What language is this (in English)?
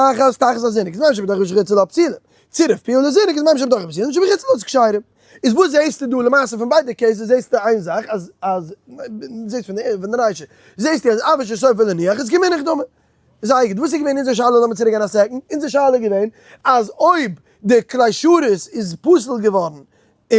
Yiddish